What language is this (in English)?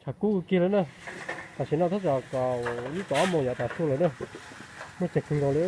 Hmong